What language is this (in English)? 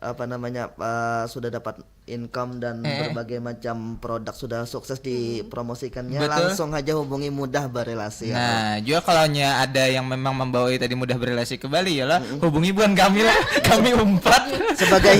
Banjar